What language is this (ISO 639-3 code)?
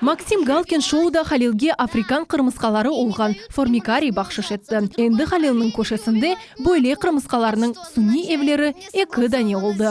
crh